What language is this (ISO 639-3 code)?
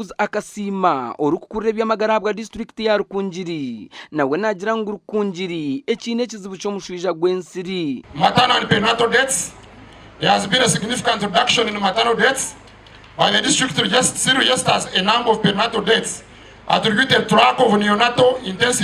nyn